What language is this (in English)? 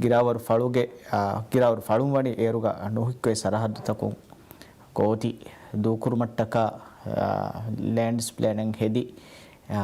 Divehi